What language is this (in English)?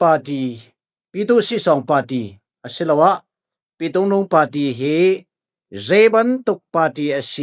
Falam Chin